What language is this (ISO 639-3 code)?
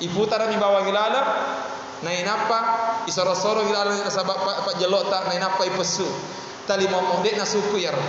bug